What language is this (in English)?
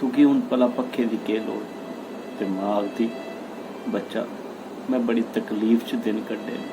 Dogri